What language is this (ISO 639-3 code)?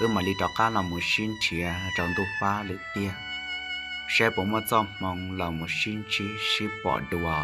hmn